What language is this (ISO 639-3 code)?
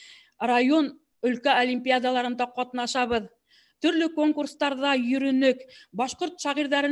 bak